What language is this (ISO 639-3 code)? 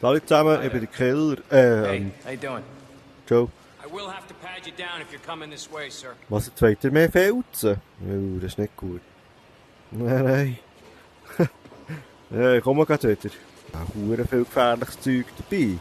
gsw